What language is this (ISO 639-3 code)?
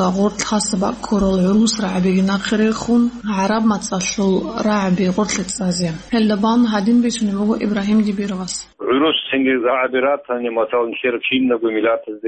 ava